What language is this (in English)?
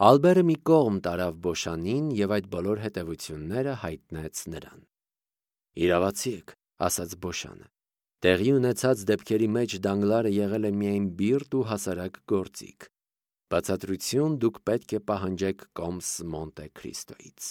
Armenian